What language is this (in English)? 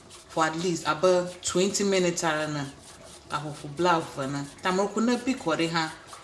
Ewe